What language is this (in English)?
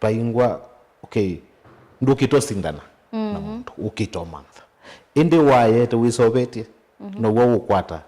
Kamba